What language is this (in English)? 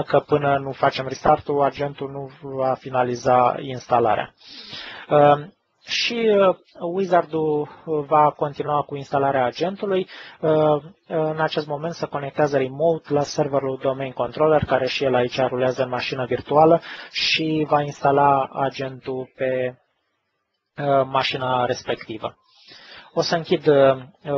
Romanian